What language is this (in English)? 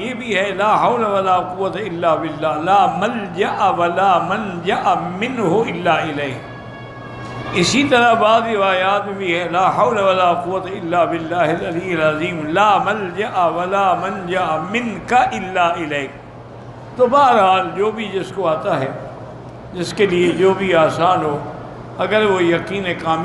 Urdu